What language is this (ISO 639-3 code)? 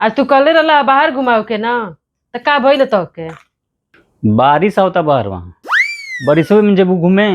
bho